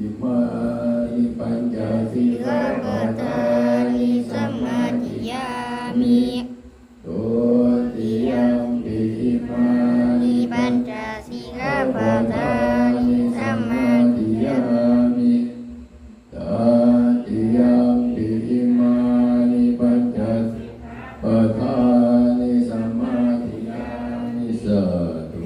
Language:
Pali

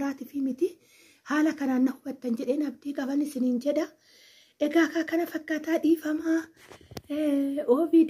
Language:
Oromo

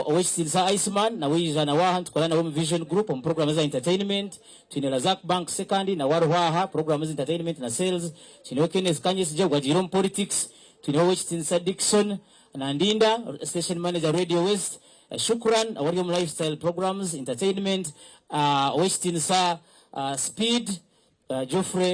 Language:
Nyankole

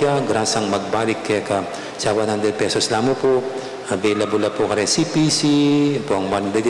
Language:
Pampanga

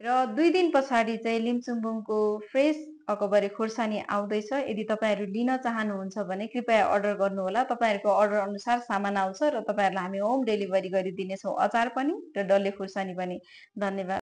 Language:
Nepali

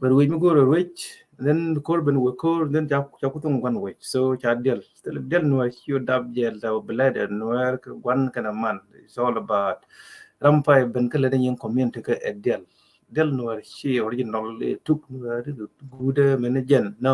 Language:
Nuer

